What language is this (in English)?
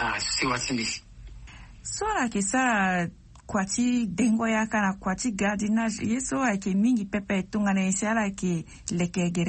Sango